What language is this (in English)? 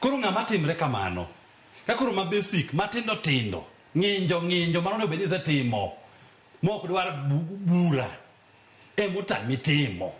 Luo (Kenya and Tanzania)